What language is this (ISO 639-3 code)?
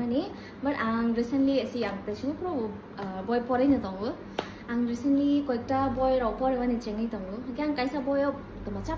trp